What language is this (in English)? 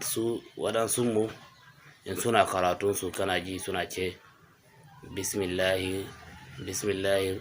Hausa